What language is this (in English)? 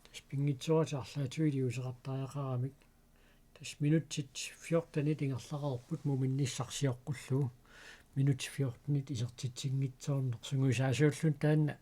Kalaallisut